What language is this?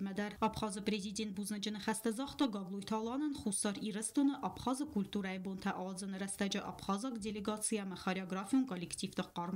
Ossetic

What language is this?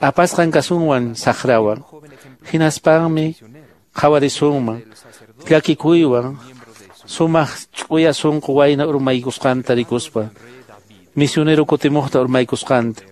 Quechua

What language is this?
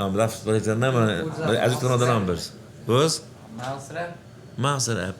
Yiddish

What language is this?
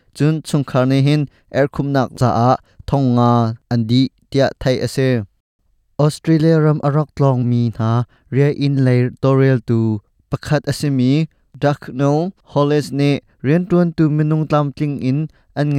Hakha Chin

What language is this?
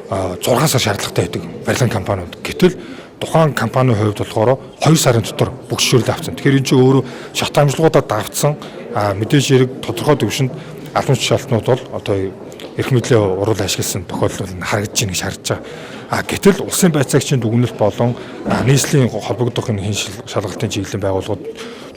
Mongolian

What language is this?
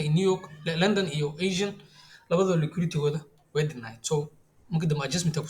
Somali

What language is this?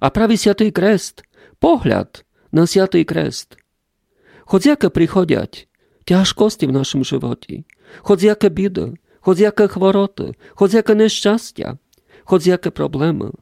Rusyn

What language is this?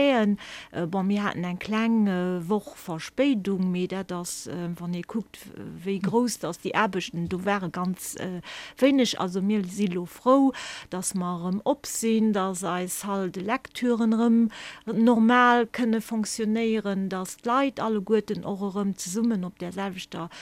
Luxembourgish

